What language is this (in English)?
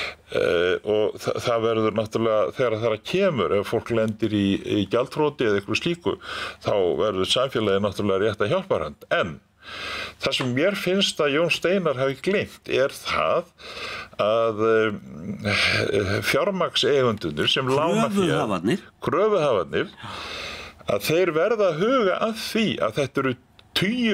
Icelandic